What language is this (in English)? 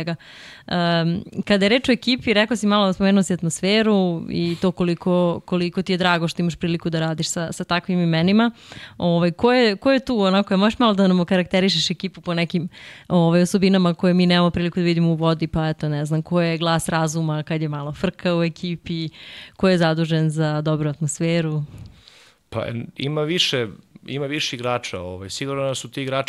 Serbian